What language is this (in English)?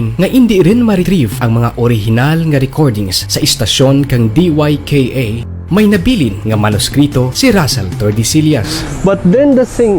Kinaray-a